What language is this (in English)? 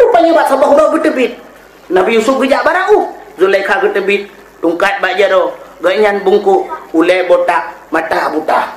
Achinese